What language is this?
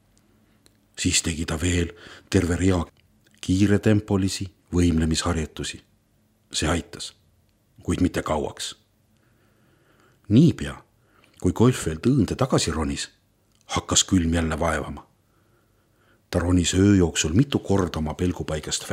Estonian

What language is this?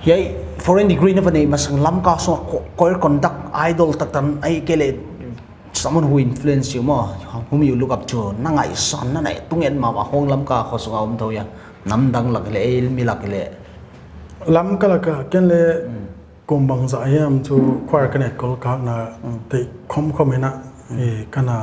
Paite Chin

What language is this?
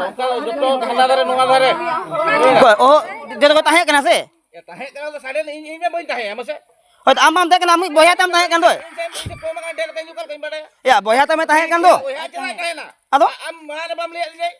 Santali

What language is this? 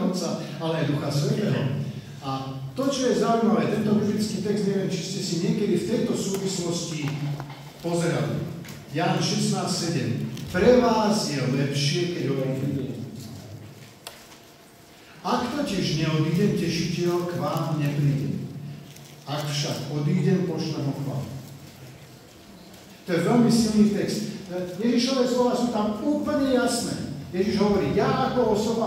Slovak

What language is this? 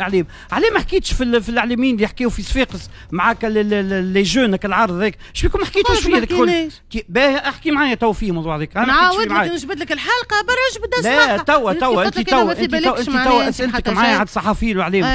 Tunisian Arabic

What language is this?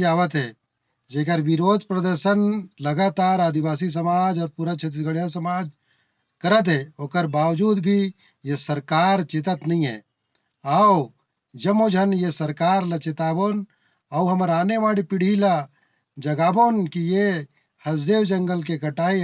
Chhattisgarhi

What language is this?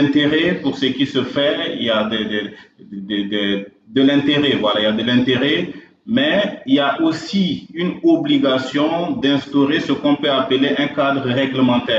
French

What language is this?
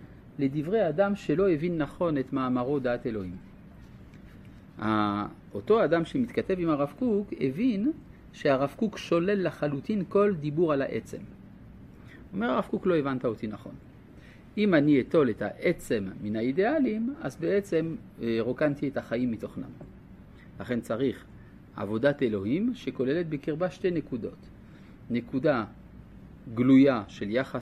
Hebrew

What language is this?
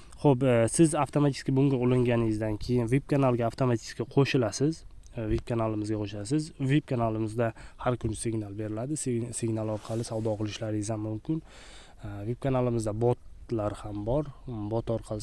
Uzbek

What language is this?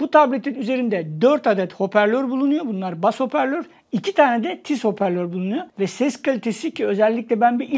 Turkish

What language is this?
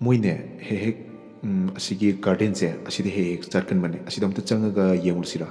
Manipuri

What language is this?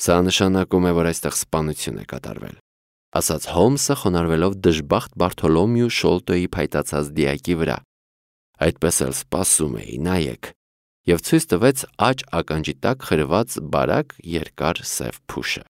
Armenian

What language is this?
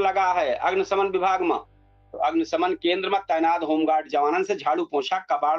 Awadhi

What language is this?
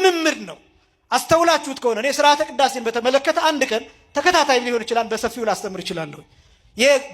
Amharic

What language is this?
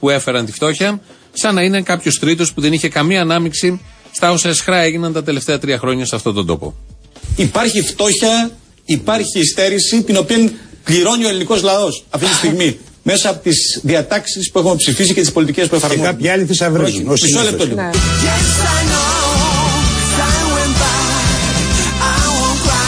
Greek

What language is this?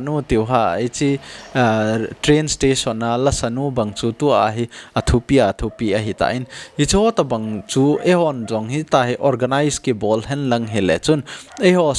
Thado Chin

